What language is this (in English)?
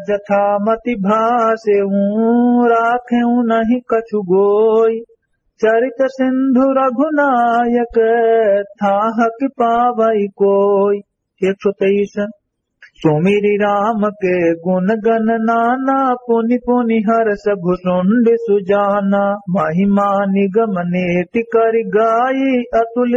Awadhi